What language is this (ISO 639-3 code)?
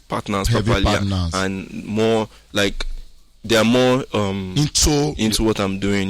pcm